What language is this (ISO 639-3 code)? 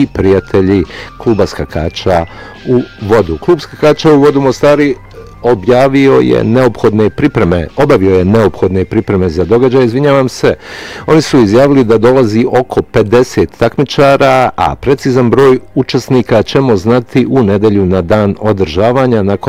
bos